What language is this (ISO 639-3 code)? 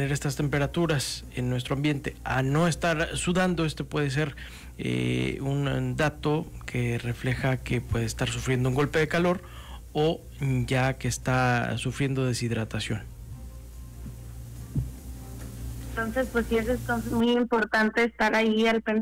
spa